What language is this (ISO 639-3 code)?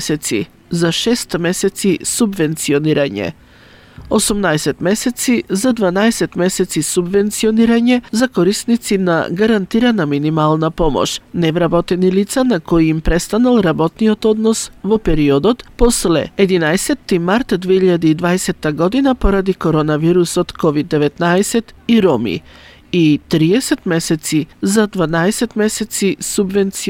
mkd